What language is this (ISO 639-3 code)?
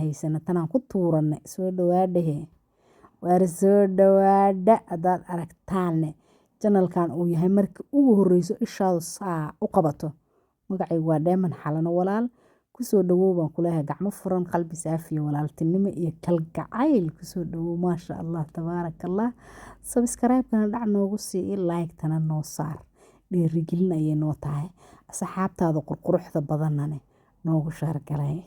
som